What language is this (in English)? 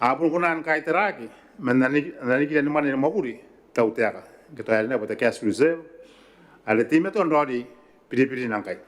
Gilbertese